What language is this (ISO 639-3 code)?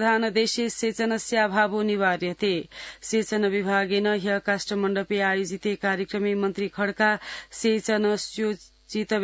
san